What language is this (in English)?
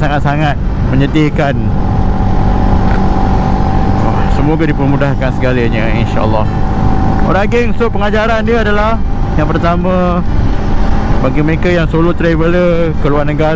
Malay